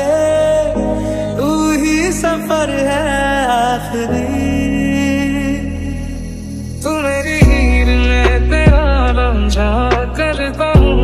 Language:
Hindi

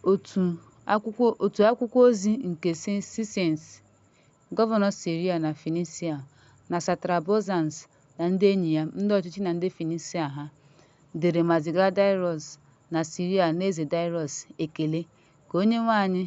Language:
Igbo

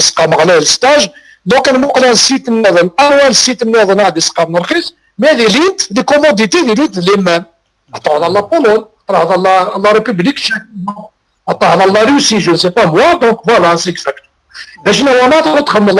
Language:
Kabyle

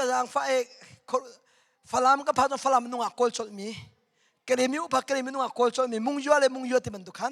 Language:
Hakha Chin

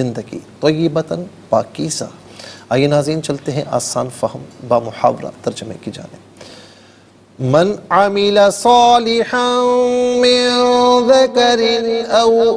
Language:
Urdu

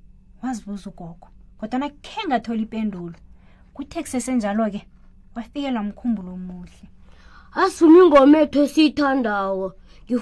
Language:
South Ndebele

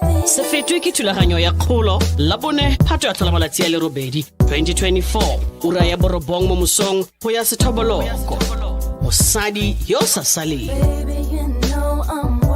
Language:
Tswana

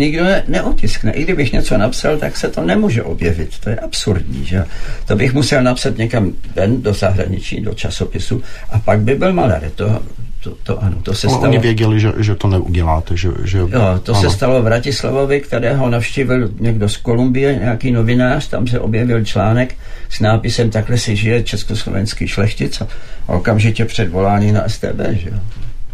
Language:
Czech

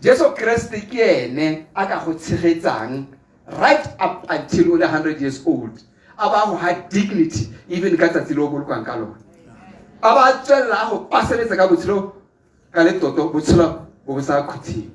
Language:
Tswana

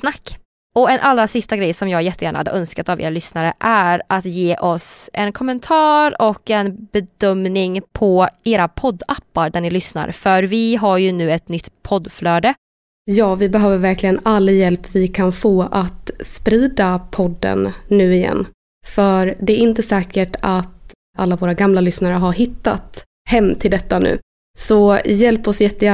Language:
Swedish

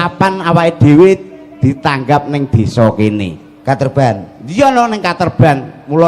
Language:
Javanese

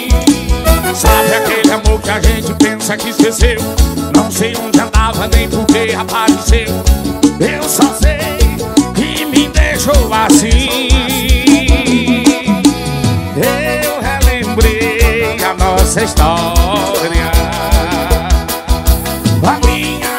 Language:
Portuguese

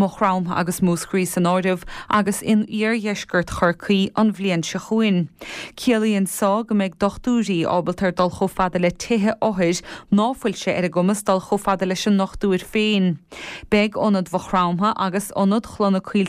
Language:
Irish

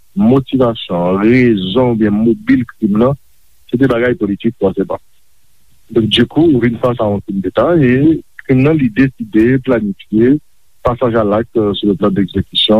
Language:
Haitian Creole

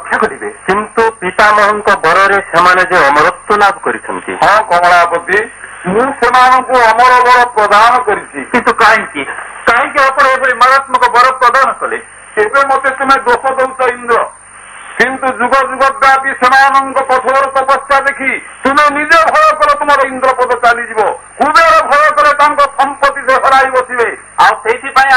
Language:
Odia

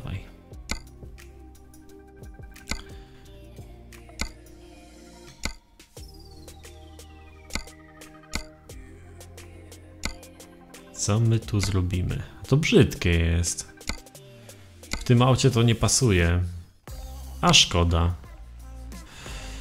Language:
Polish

